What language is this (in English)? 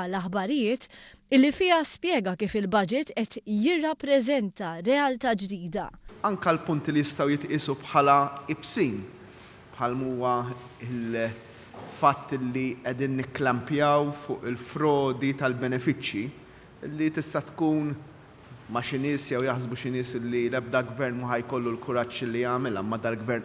Maltese